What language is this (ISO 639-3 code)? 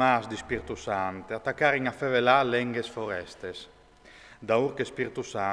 fur